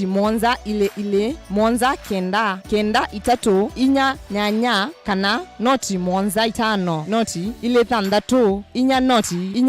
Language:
Kamba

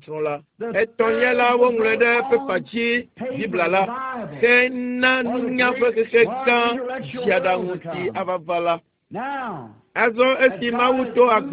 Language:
Ewe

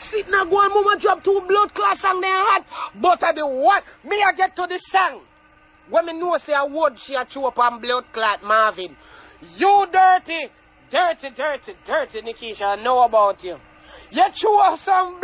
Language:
Jamaican Creole English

